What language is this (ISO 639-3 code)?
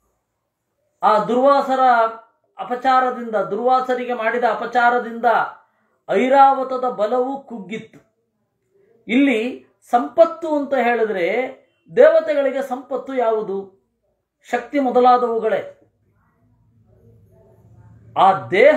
kan